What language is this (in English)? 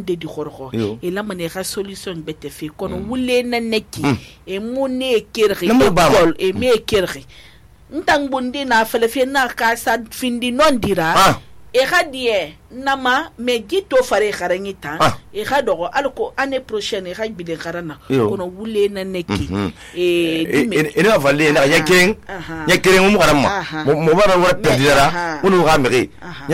Susu